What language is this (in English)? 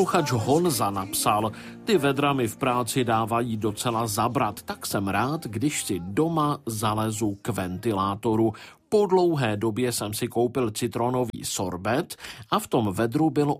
Czech